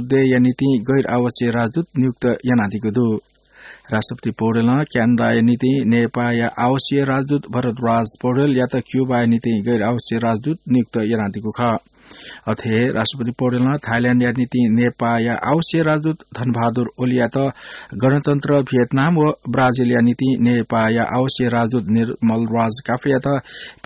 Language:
Newari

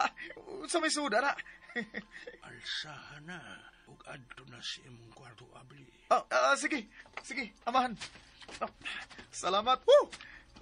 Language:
Cebuano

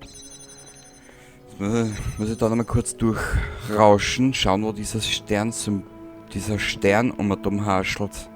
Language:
Bavarian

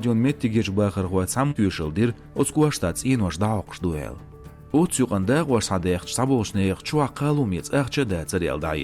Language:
Chechen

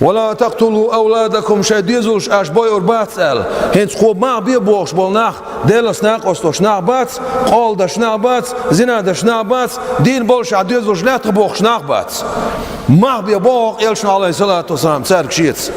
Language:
Chechen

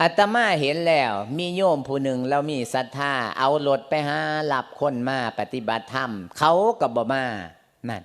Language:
Lao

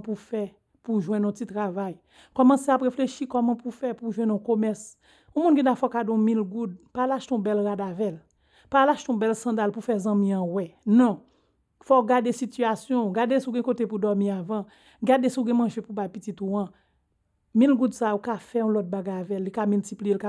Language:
Haitian Creole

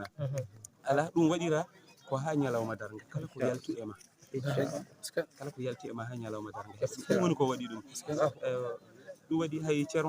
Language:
Fula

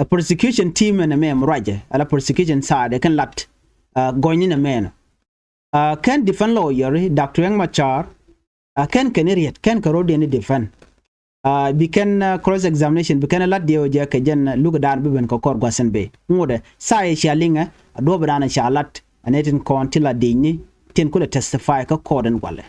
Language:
Nuer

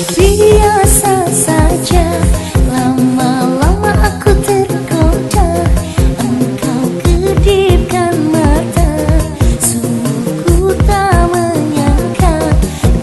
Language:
Indonesian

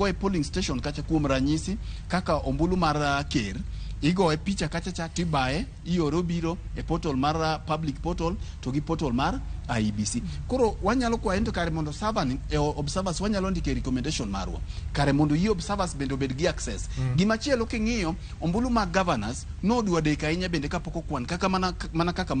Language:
Luo (Kenya and Tanzania)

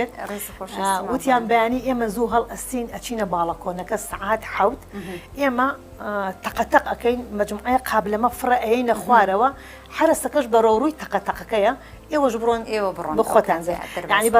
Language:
Central Kurdish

